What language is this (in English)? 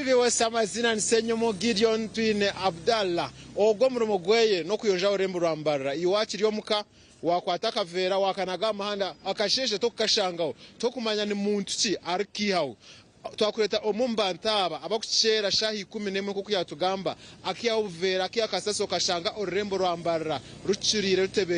Nyankole